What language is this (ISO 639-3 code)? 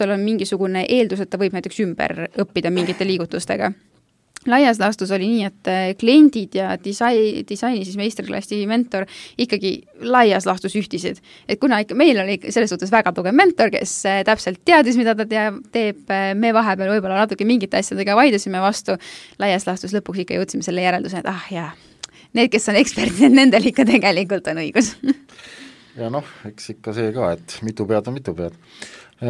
est